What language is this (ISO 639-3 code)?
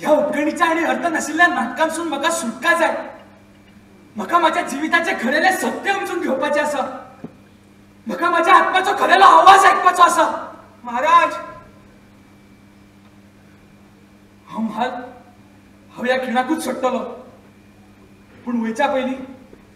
kok